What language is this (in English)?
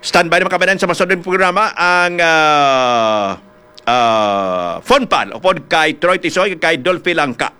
Hiligaynon